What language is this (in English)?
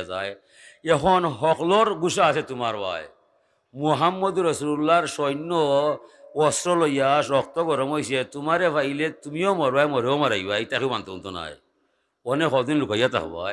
Sylheti